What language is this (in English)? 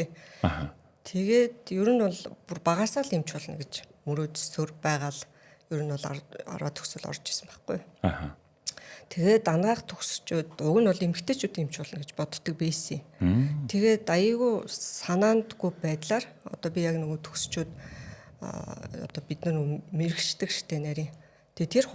Mongolian